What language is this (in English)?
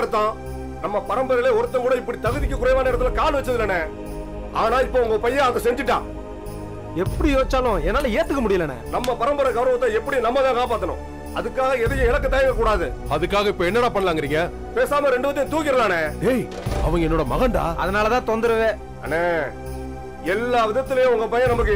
Tamil